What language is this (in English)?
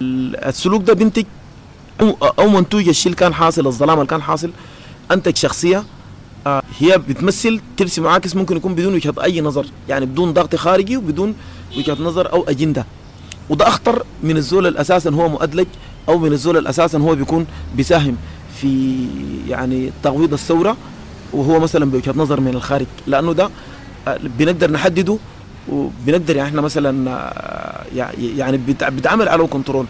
Sudanese Arabic